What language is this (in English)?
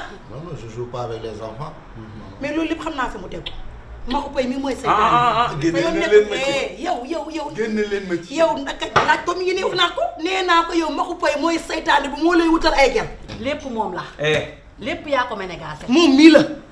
Wolof